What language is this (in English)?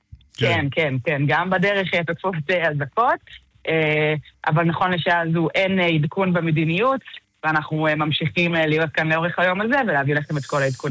Hebrew